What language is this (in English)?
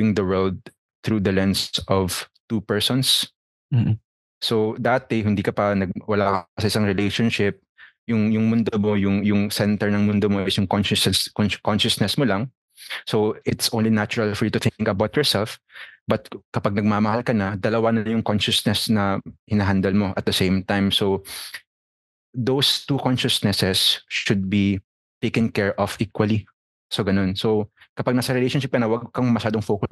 Filipino